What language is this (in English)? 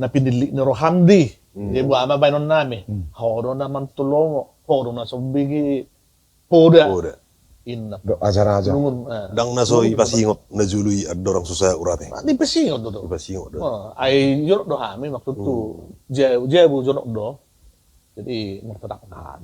Batak Toba